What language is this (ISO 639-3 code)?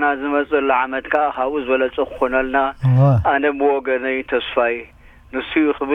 tir